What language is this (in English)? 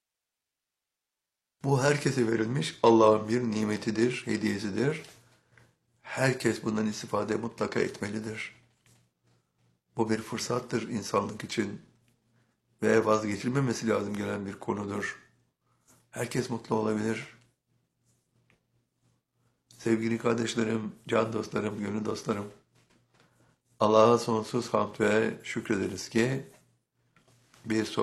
Turkish